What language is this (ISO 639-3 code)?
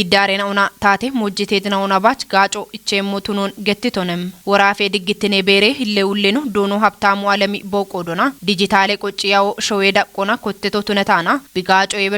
kbr